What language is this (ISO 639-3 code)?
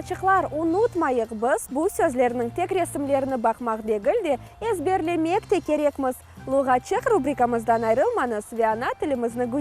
crh